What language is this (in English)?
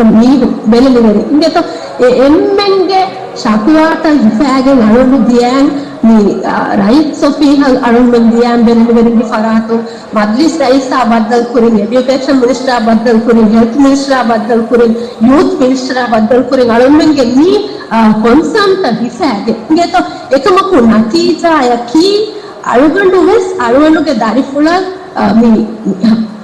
Divehi